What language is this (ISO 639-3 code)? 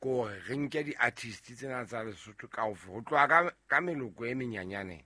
sot